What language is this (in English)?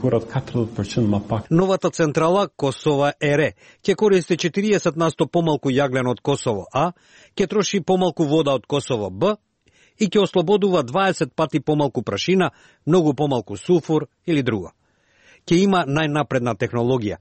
Macedonian